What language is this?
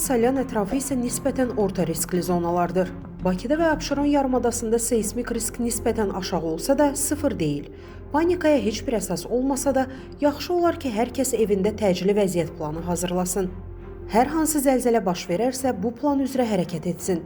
Azerbaijani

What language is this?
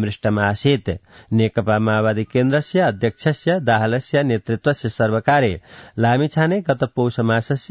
Sanskrit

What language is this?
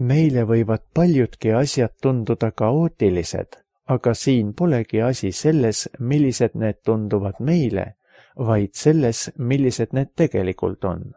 Estonian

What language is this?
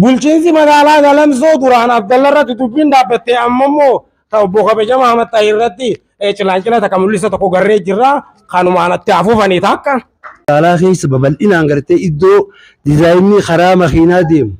Oromo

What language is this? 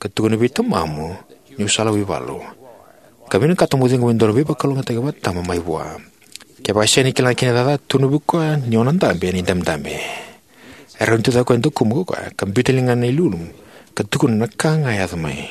Fijian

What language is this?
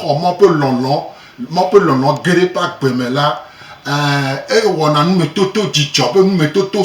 Gen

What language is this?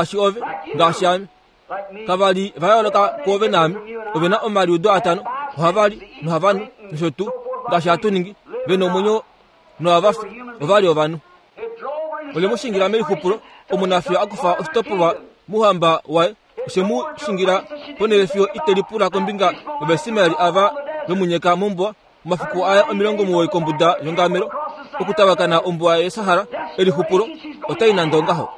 Kuanyama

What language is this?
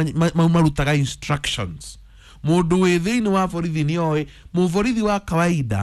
Kikuyu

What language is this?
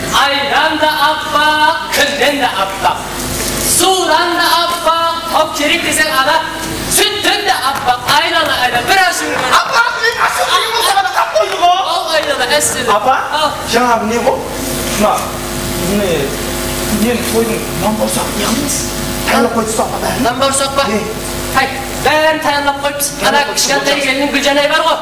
Kara-Kalpak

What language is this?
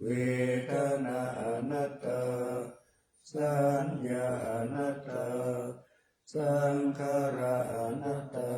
Pali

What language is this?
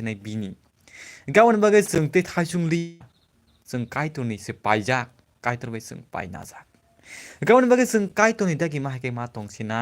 Kok Borok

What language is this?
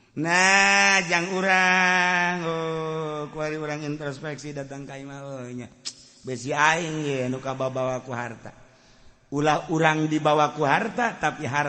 Sundanese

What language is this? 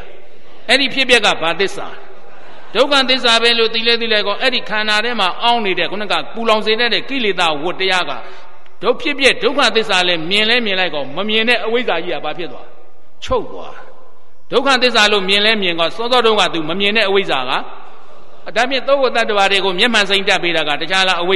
Burmese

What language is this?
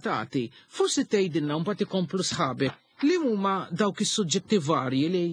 Maltese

